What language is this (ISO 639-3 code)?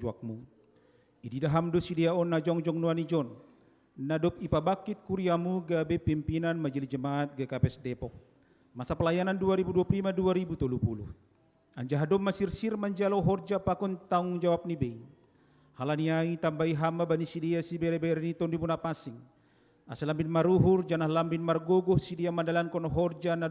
bts